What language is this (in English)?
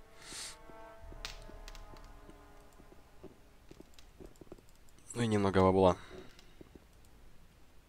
Russian